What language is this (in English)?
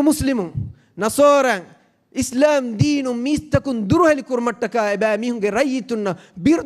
Divehi